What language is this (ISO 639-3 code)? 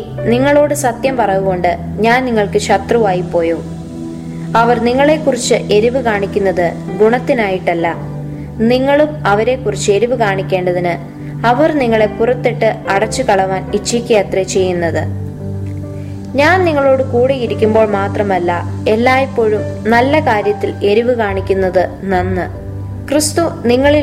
mal